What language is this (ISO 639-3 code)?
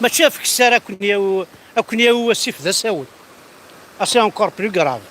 kab